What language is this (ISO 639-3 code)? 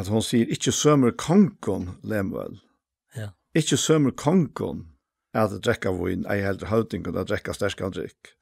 fao